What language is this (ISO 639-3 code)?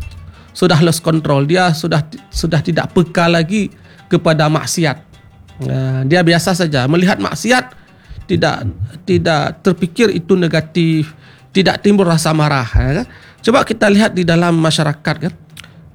msa